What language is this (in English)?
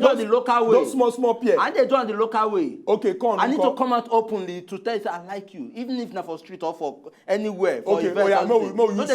Nigerian Pidgin